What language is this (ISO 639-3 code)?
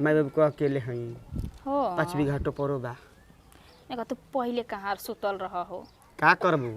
bho